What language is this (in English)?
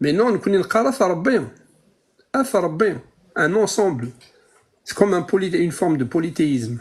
Kabyle